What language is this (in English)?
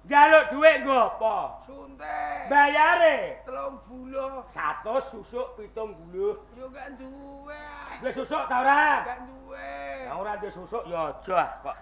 Javanese